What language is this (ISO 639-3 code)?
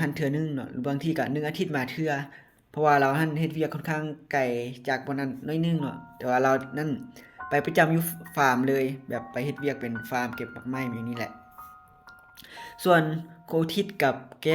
lao